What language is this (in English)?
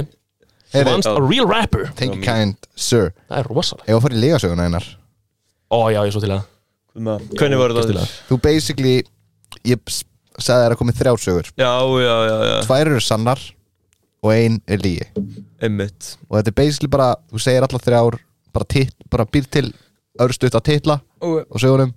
Icelandic